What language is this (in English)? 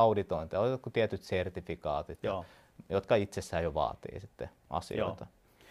Finnish